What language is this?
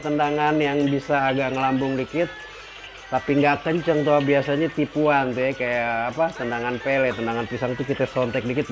Betawi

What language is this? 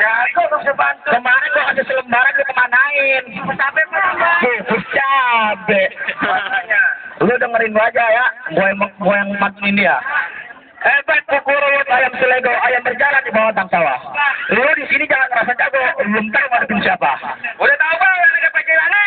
Betawi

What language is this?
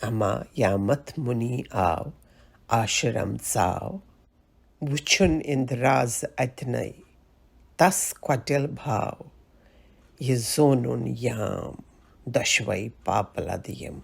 Kashmiri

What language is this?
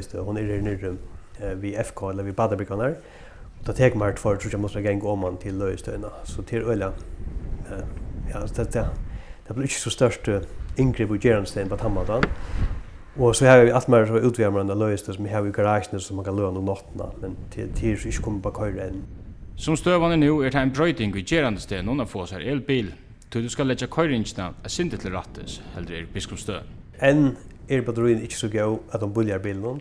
Faroese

